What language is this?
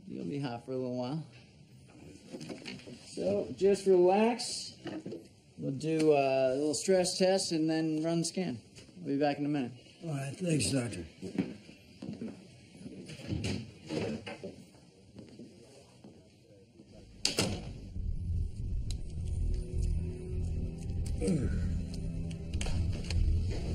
English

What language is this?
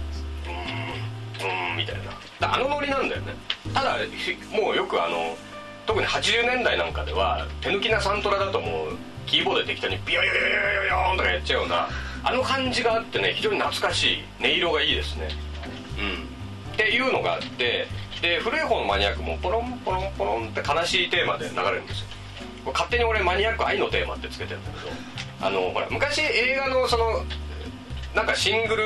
Japanese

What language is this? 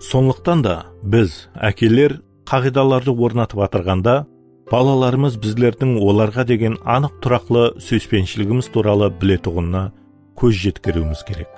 Kara-Kalpak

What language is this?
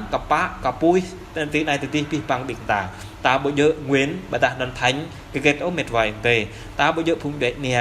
Jarai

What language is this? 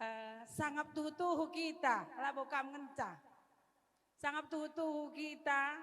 Batak Karo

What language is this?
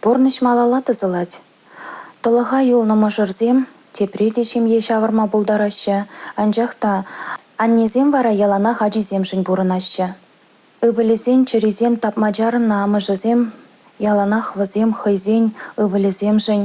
Chuvash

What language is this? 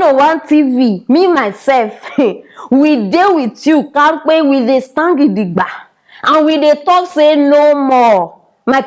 Nigerian Pidgin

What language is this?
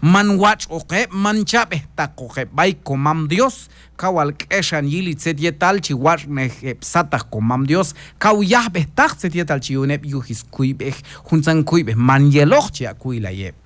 Q'anjob'al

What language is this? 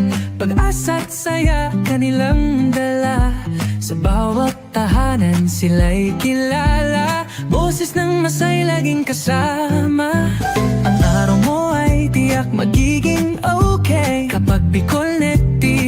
Bikol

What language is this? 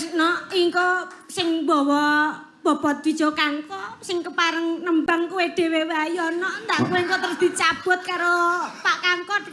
Javanese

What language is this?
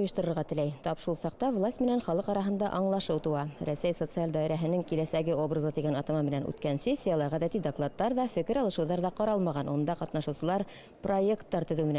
Bashkir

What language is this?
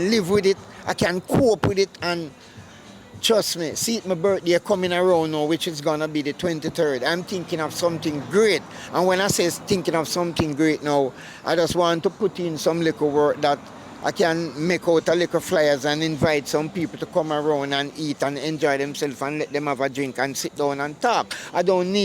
Jamaican Creole English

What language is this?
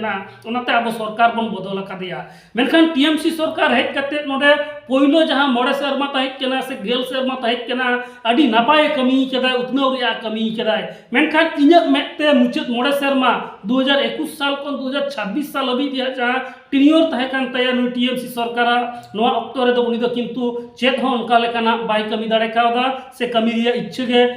Santali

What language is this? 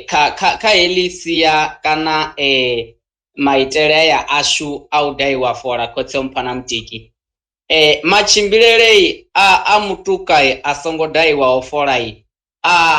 Venda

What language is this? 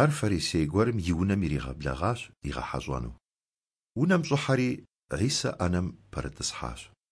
Kabardian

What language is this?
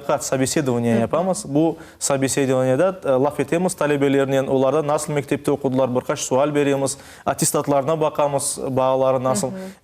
Crimean Tatar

